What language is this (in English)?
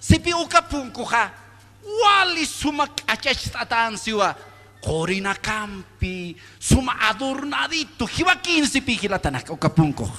Aymara